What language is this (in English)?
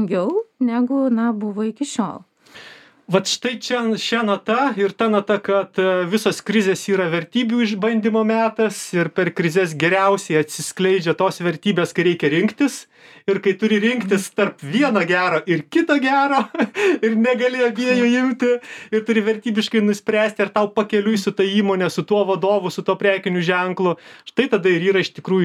Lithuanian